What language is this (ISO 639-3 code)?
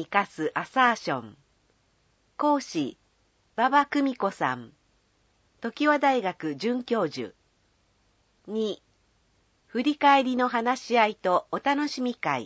jpn